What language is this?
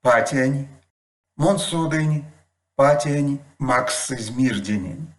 Erzya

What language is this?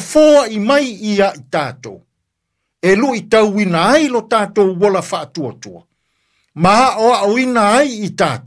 Samoan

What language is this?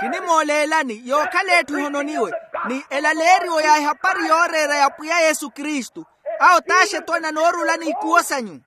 Makhuwa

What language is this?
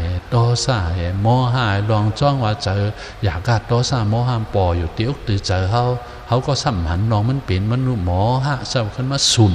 Shan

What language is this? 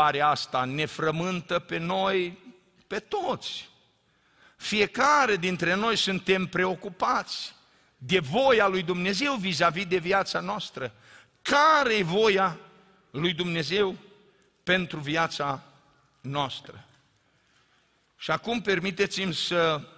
Romanian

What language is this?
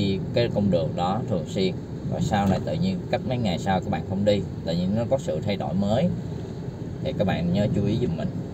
Vietnamese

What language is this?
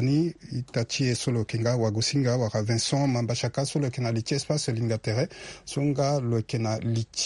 Sango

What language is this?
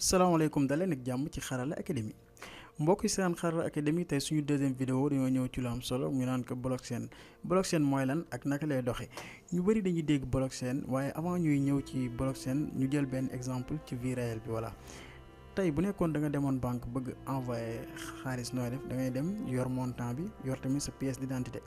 Wolof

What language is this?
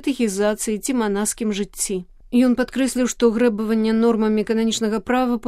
Belarusian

